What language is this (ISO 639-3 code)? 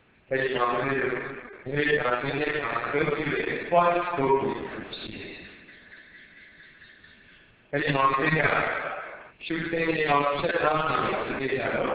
mya